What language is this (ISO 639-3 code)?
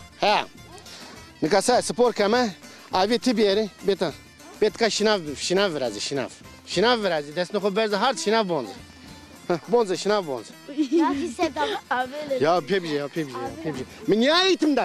zza